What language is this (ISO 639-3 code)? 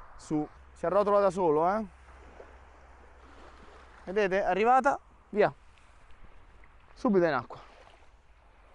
ita